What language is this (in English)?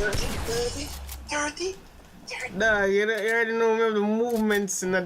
Jamaican Creole English